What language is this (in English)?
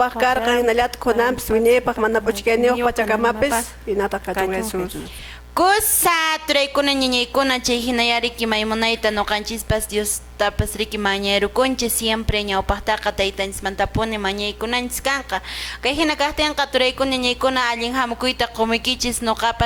Quechua